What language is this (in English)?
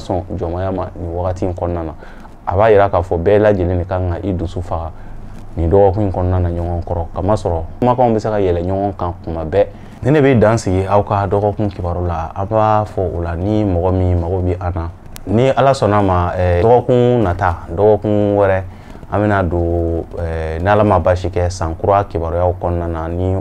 Bambara